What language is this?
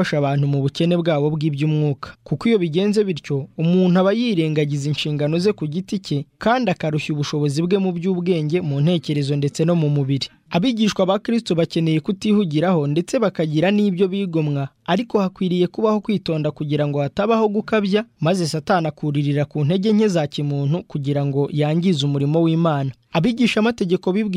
Kinyarwanda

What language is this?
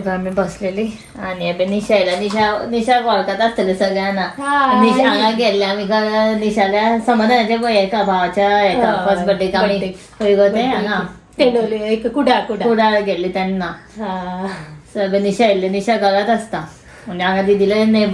Konkani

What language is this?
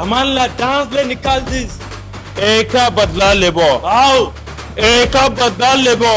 Chhattisgarhi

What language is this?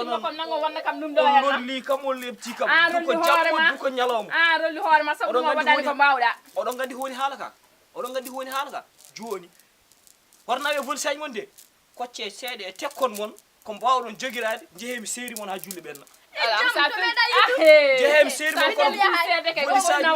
Fula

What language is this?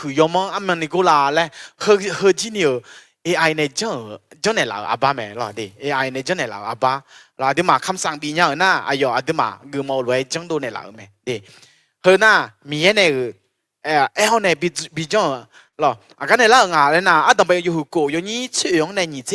Akha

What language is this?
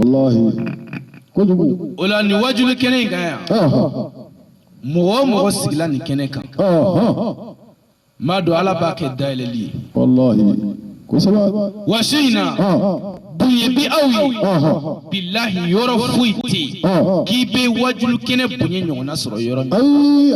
Bambara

